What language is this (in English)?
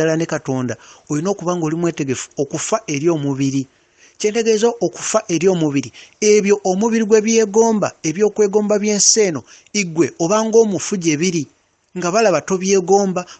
Ganda